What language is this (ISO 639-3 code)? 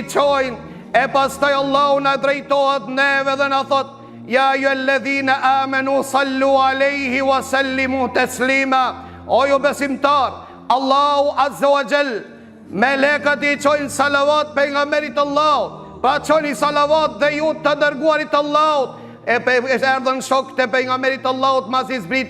sqi